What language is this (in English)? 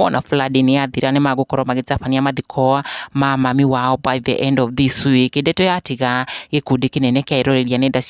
Kikuyu